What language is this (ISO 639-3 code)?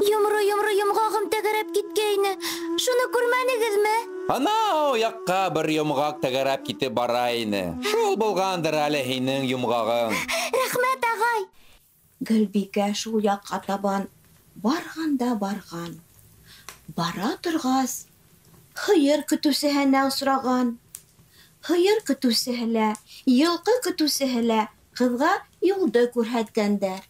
bak